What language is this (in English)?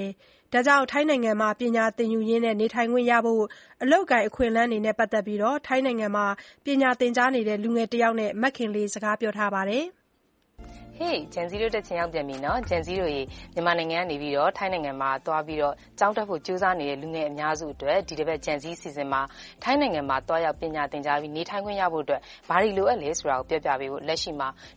Burmese